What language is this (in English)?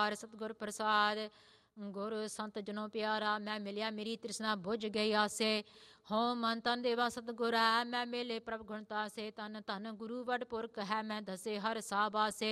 Punjabi